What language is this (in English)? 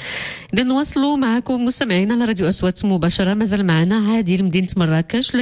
Moroccan Arabic